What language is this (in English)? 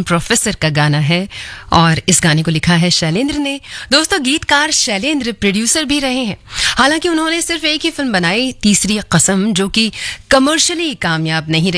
Hindi